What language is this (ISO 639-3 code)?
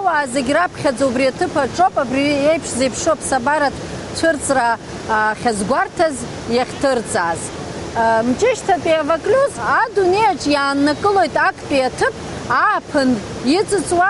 abk